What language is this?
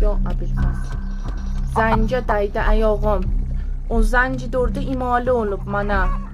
South Azerbaijani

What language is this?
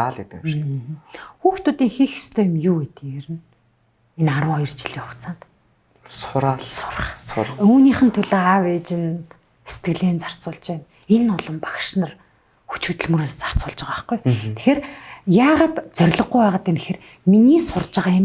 Mongolian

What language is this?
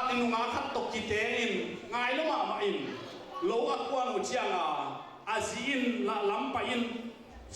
Tedim Chin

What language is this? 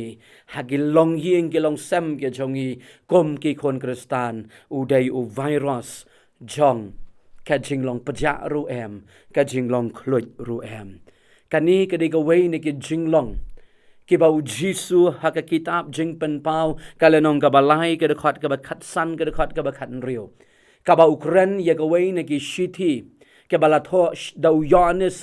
Khasi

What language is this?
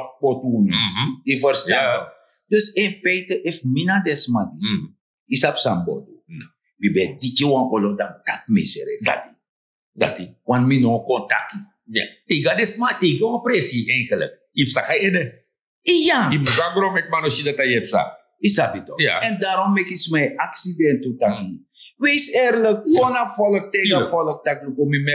Sranan Tongo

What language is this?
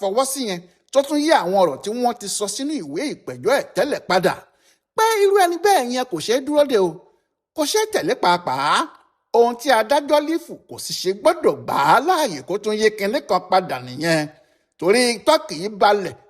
Yoruba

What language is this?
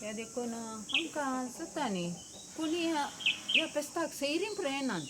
Konkani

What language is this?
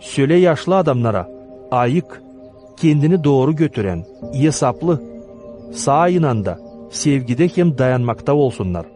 Gagauz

